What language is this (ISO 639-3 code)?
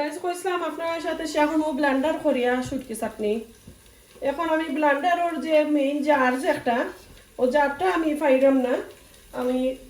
syl